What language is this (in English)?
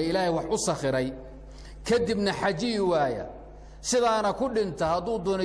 Somali